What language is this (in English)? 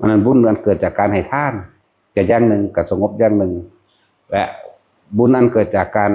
Northeastern Thai